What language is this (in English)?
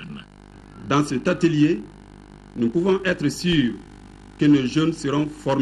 French